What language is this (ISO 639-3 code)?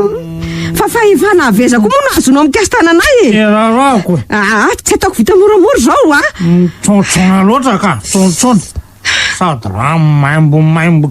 mlg